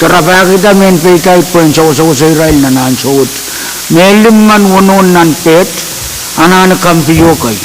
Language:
Pohnpeian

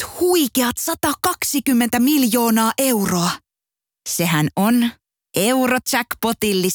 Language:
Finnish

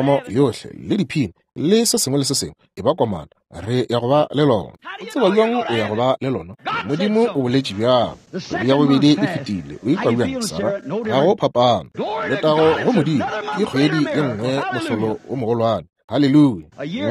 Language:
Northern Sotho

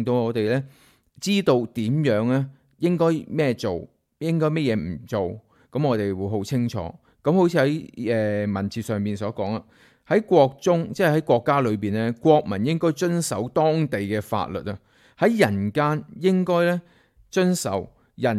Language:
Cantonese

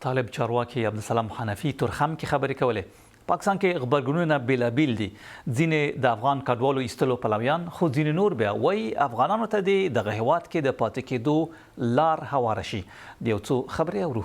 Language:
Pashto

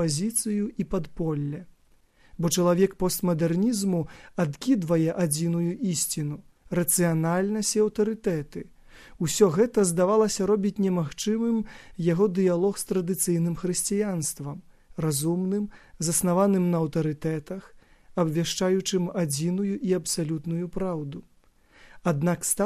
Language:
Belarusian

